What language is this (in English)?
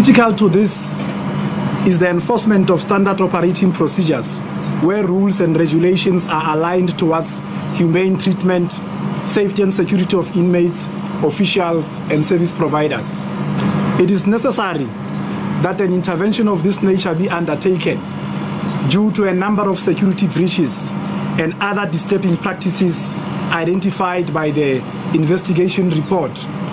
English